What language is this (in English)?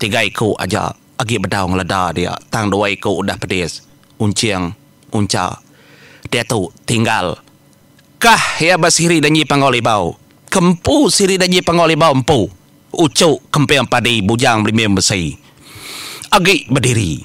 Iban